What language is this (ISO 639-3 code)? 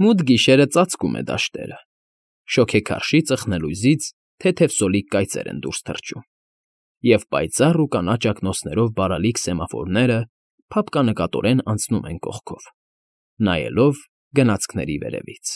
hye